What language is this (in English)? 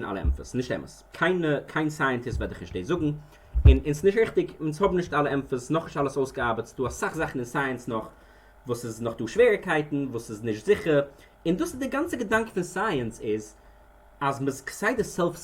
Yiddish